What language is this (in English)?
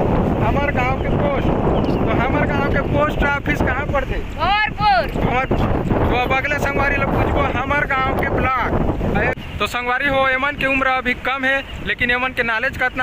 Chhattisgarhi